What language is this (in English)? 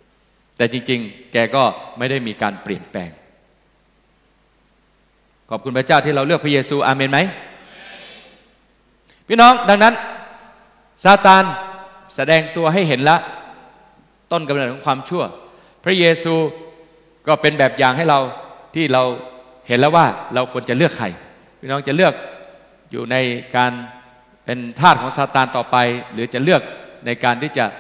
Thai